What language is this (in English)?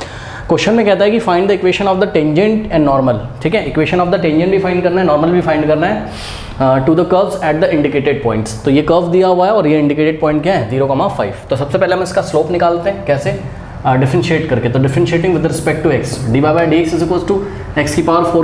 Hindi